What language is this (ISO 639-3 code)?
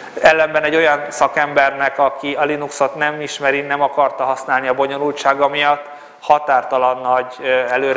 hun